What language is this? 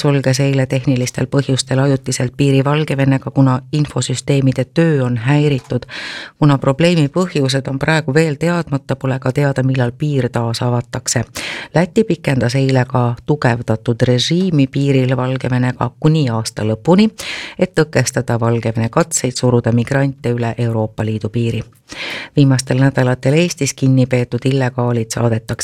Estonian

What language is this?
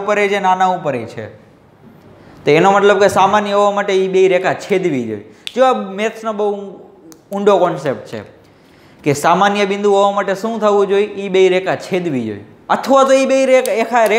Gujarati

